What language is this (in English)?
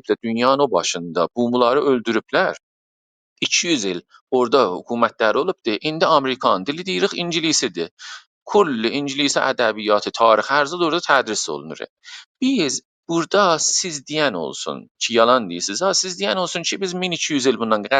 South Azerbaijani